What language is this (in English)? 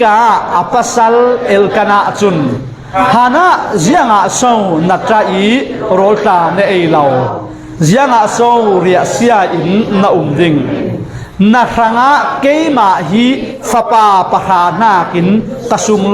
Falam Chin